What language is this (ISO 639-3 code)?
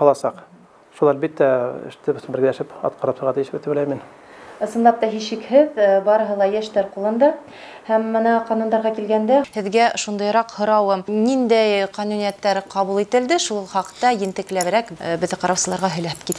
bak